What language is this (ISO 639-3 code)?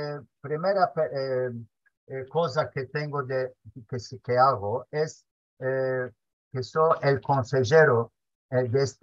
lad